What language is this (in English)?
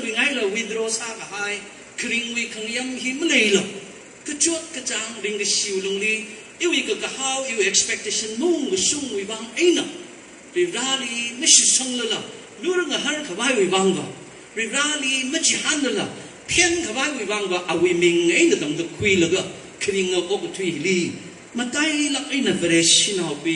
Tangkhul Naga (India)